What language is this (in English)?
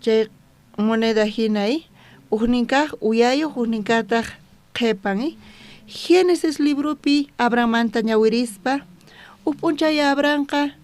South Bolivian Quechua